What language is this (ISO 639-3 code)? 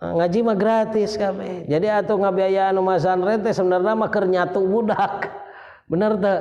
sun